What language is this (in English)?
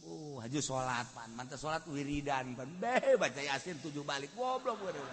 Sundanese